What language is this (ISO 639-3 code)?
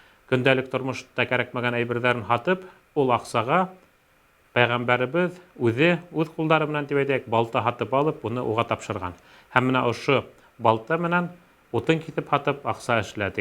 bak